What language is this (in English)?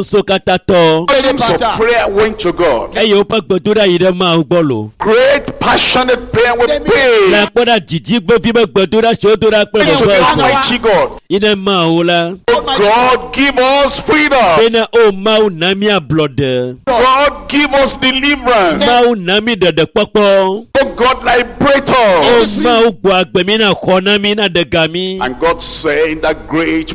Ewe